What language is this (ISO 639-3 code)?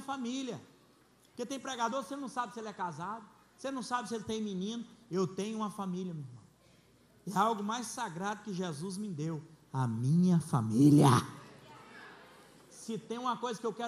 por